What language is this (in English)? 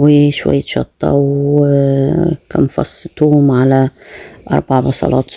Egyptian Arabic